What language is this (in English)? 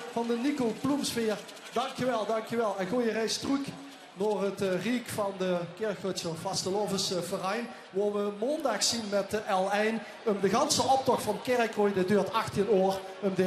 Limburgish